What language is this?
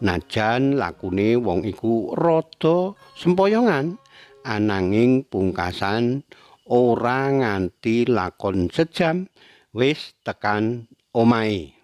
Javanese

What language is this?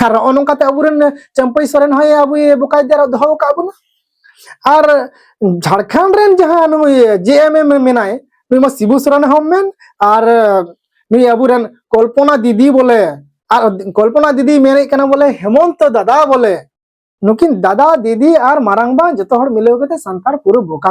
Santali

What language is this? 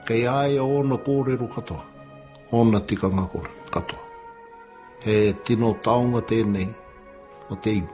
Māori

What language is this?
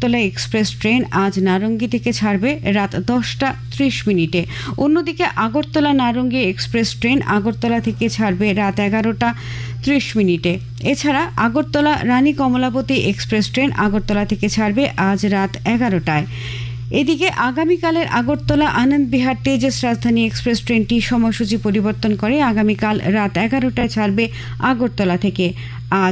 Bangla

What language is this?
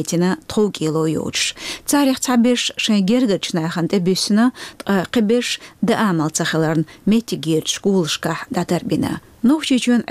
Chechen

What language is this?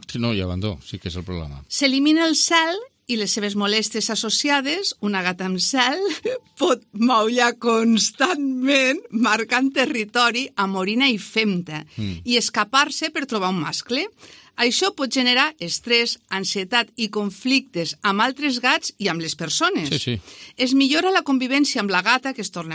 Catalan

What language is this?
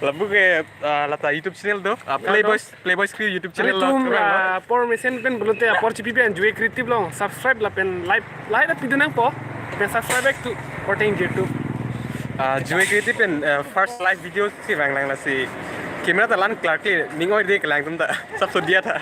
Karbi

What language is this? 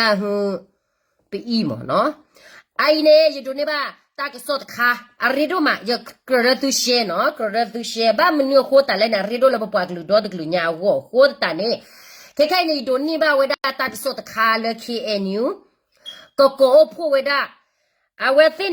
S'gaw Karen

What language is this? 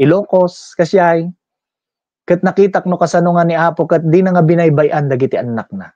Iloko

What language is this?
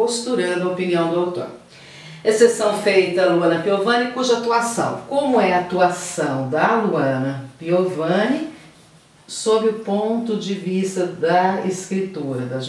Portuguese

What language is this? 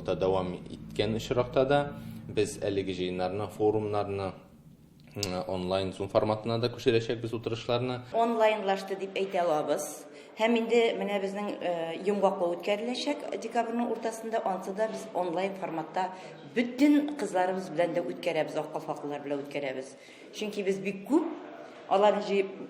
Tatar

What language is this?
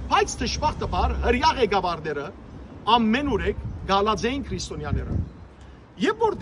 Western Armenian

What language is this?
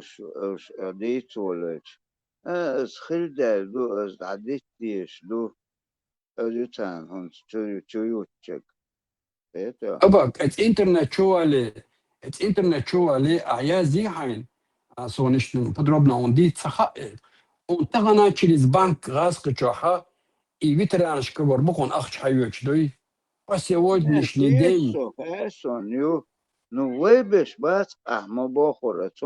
Chechen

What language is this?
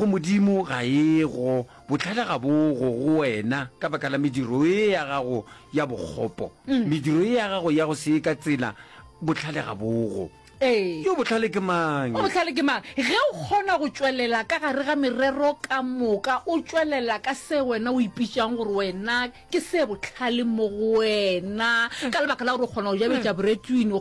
Northern Sotho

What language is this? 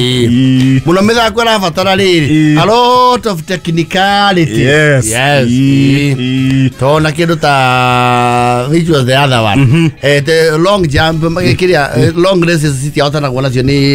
Kikuyu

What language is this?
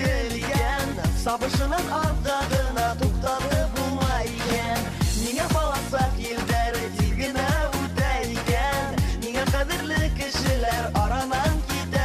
Bashkir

